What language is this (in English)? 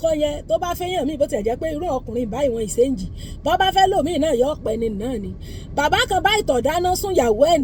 Yoruba